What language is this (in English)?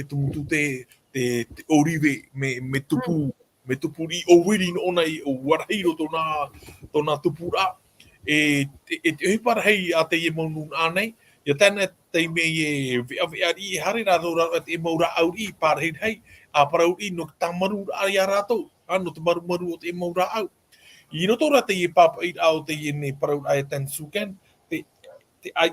Tahitian